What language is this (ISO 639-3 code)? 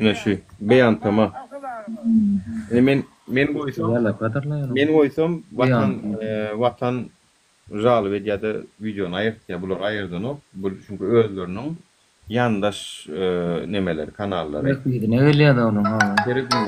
tuk